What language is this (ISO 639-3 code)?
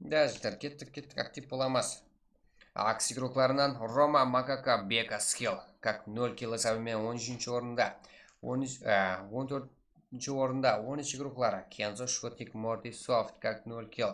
kaa